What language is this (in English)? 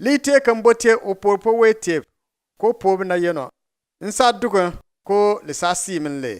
Bimoba